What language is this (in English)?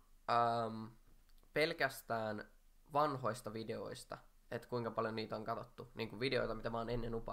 Finnish